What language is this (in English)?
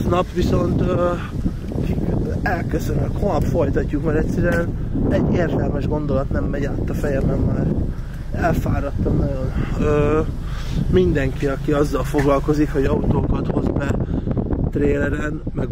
Hungarian